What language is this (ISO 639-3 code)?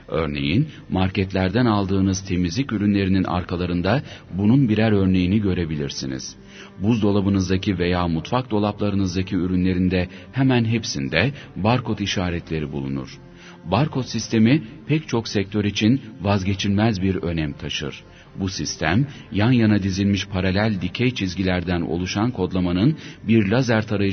tur